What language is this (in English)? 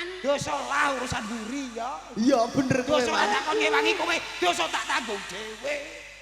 Javanese